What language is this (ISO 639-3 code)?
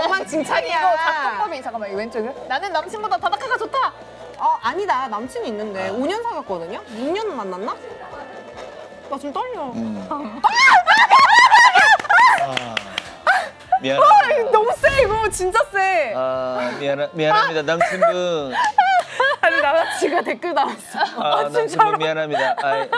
kor